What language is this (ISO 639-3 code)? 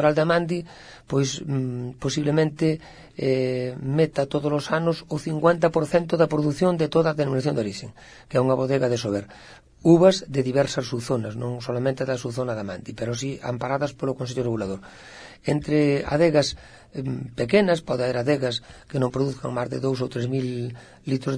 glg